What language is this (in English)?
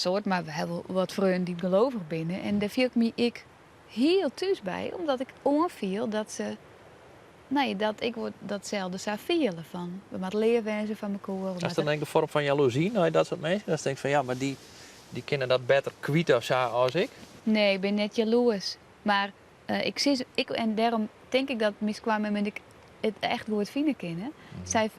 Western Frisian